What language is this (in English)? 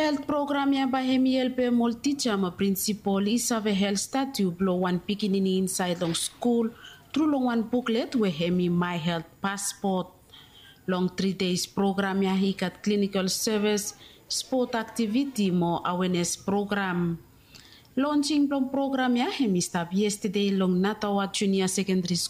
Bislama